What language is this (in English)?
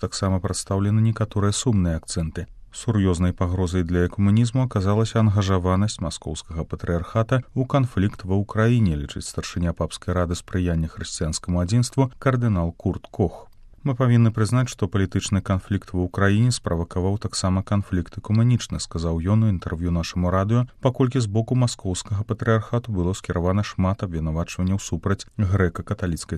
Belarusian